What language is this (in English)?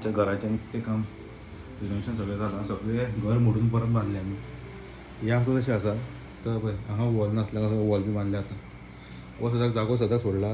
Konkani